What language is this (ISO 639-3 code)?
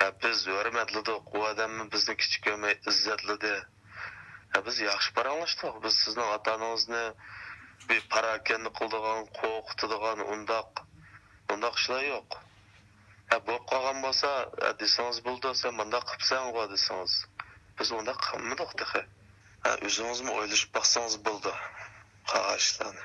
uig